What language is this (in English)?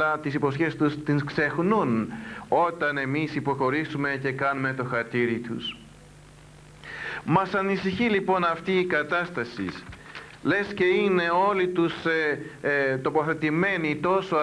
Greek